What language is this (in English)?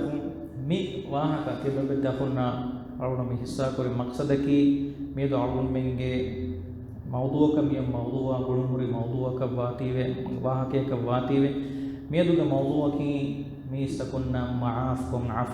Divehi